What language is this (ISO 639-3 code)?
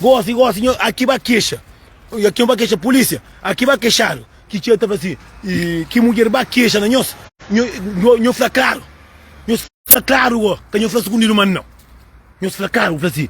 kea